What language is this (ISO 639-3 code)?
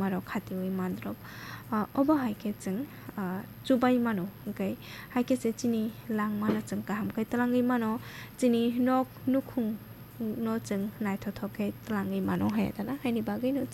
trp